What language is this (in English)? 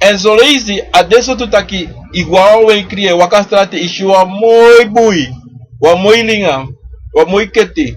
Sranan Tongo